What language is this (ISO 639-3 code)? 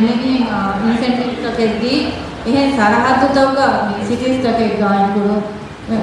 div